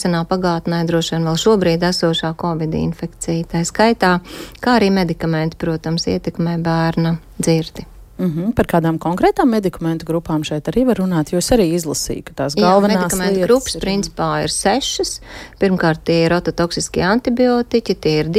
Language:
Latvian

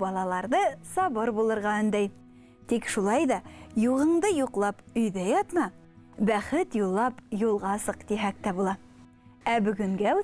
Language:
Bashkir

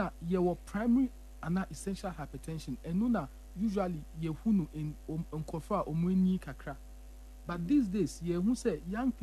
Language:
Akan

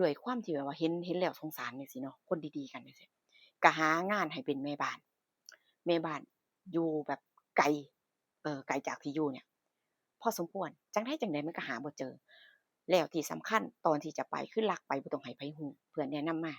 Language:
Northeastern Thai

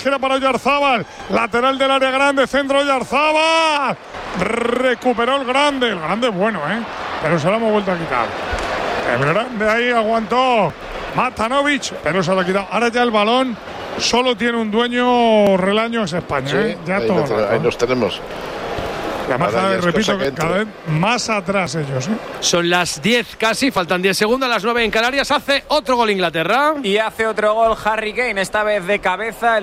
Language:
Spanish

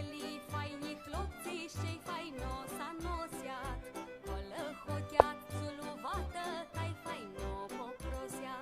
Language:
Rusyn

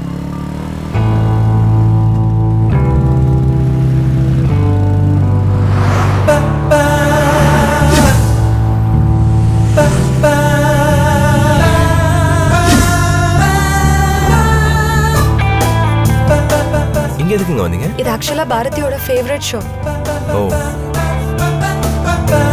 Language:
Tamil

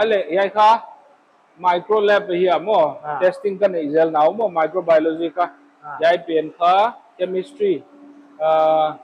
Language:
Paite Chin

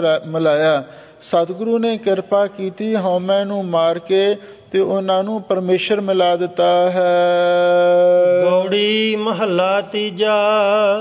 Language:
Punjabi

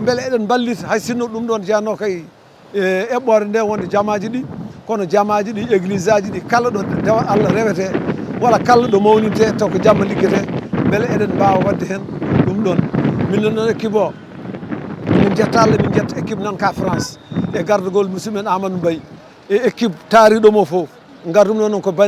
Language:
Fula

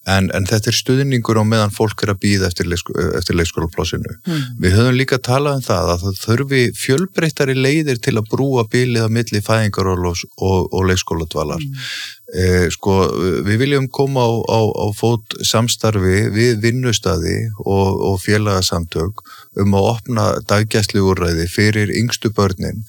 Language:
Icelandic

